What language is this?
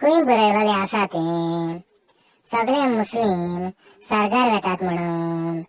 Konkani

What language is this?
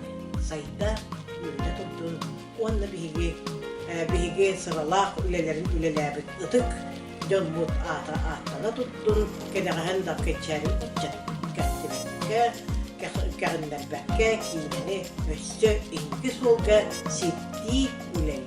Yakut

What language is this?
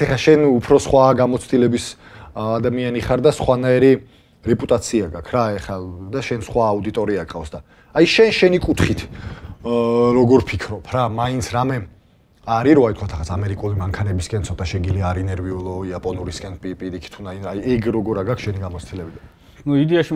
Georgian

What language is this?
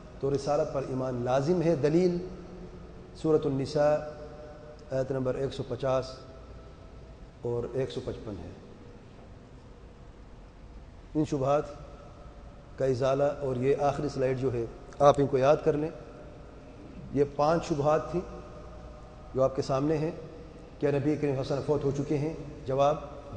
Urdu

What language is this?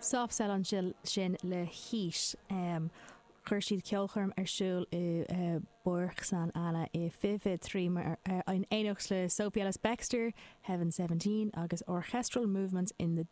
Irish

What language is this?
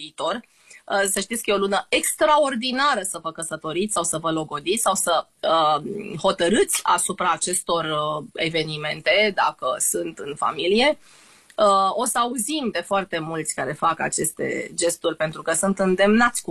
Romanian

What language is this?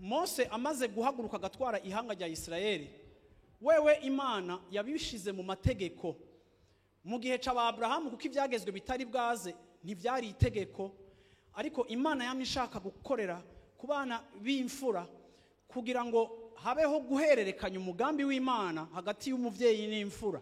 Rundi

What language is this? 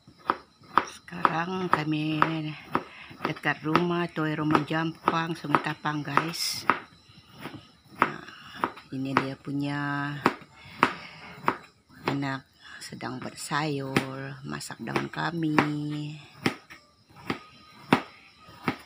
Malay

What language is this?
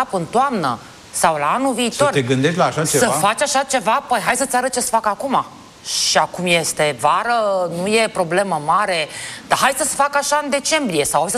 Romanian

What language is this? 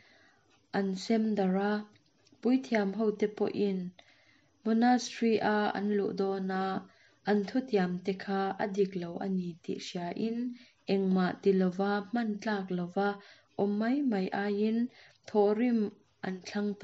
Mizo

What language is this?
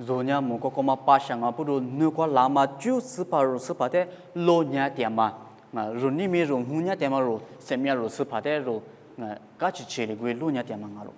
Lisu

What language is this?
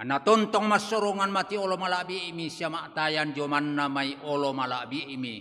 Toraja-Sa'dan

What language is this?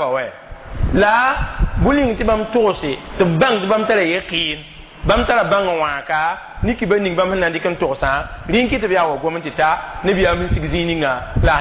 Mossi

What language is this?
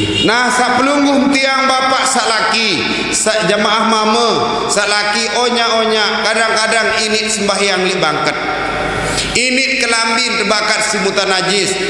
Sasak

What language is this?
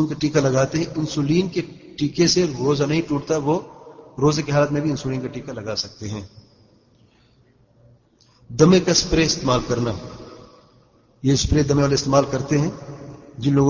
Urdu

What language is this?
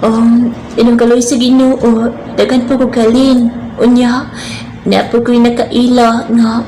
Cebuano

